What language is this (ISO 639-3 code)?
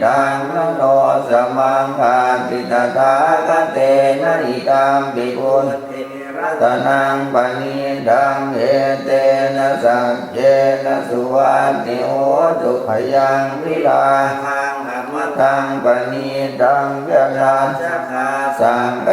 pli